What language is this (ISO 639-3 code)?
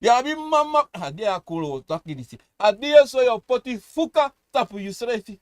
srn